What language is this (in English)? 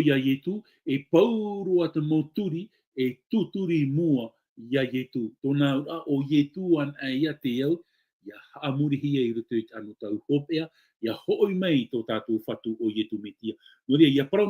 Tahitian